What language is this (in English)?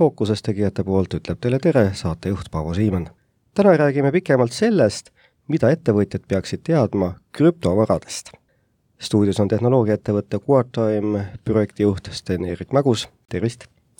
Estonian